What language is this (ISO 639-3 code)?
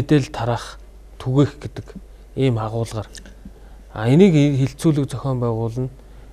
mon